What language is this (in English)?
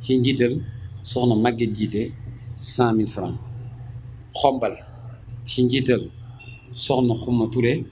Wolof